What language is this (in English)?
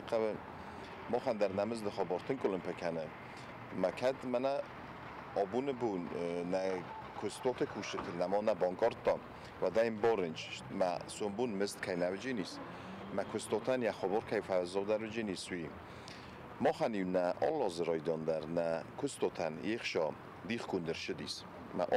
Ossetic